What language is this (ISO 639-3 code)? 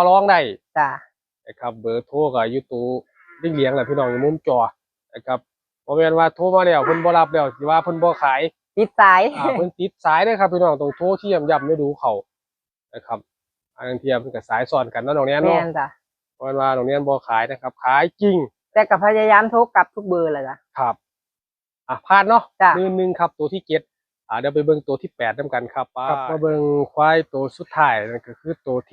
tts